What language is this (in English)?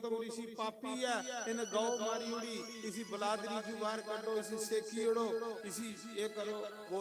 Dogri